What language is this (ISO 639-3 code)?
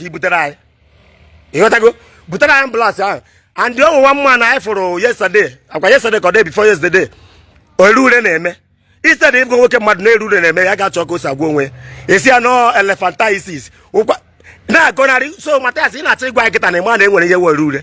ibo